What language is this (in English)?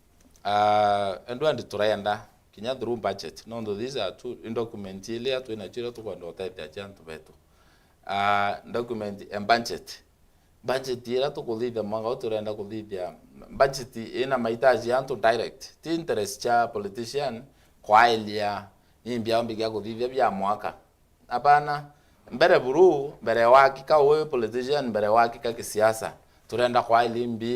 Meru